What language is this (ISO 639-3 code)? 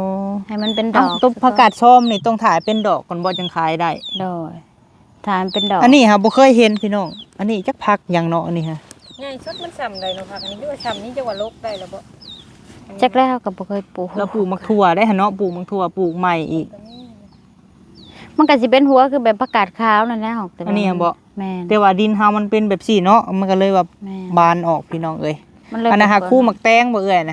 lao